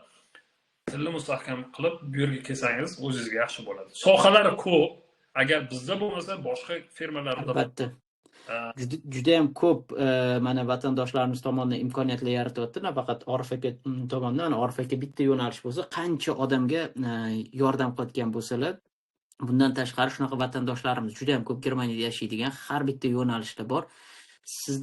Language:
Uzbek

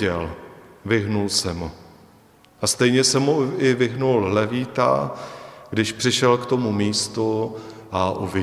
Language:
Czech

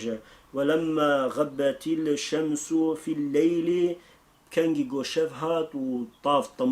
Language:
Kurdish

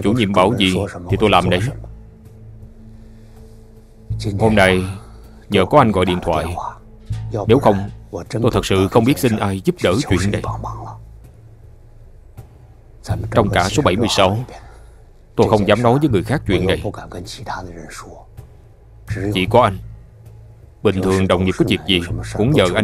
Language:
Vietnamese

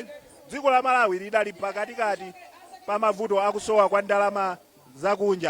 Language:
Nyanja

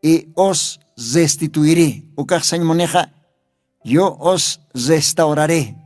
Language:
Aymara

